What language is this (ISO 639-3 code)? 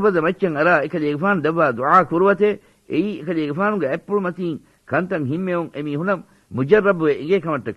div